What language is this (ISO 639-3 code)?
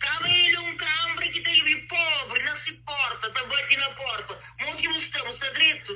kea